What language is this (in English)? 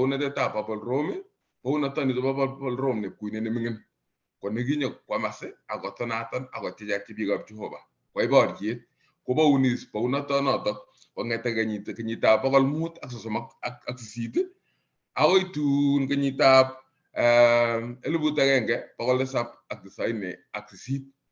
Kalenjin